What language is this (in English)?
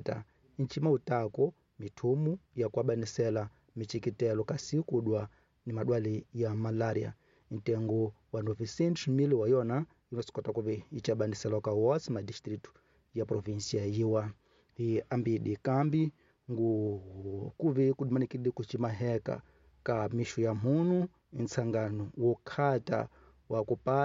Tsonga